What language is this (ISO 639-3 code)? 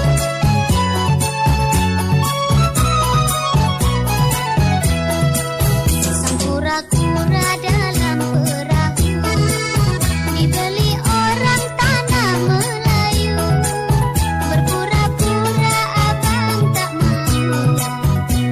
msa